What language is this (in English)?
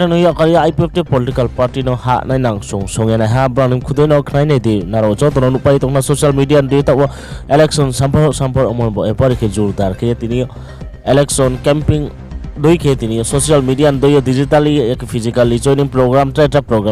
Riang (India)